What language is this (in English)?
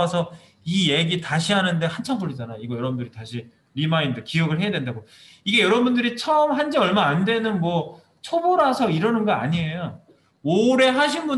Korean